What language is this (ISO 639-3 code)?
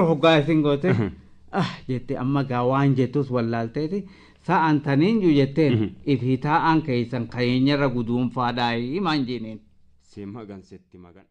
orm